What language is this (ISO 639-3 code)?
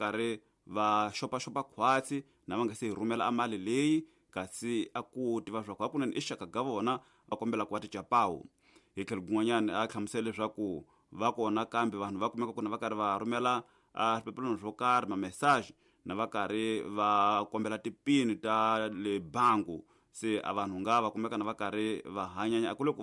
tso